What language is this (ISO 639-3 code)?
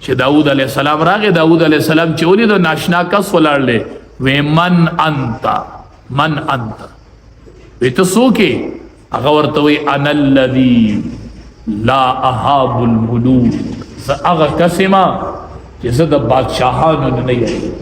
pus